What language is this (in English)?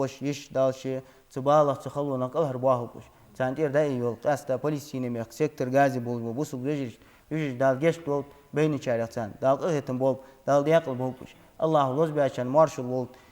Ingush